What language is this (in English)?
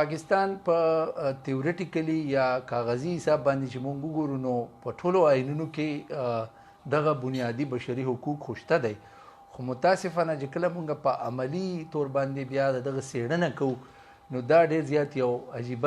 Pashto